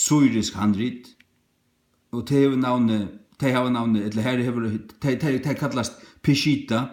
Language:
Faroese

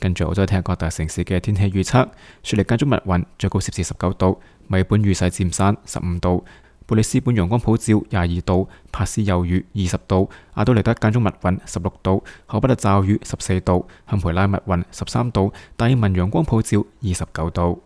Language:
Cantonese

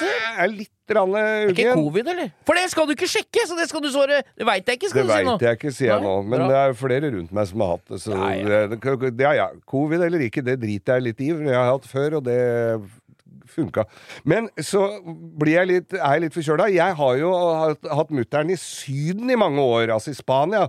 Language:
Norwegian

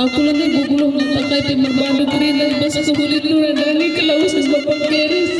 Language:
Batak Karo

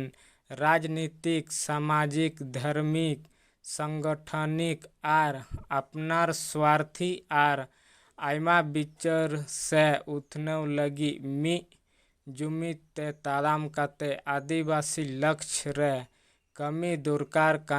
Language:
Santali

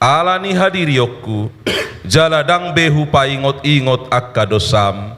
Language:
Batak Toba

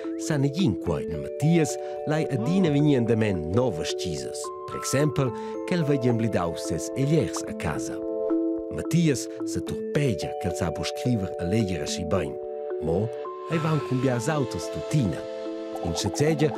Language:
Romansh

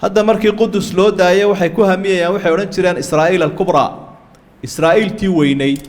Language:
Somali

